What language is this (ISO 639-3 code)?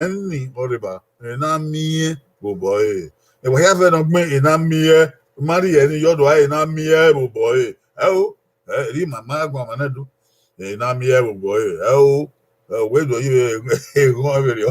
bin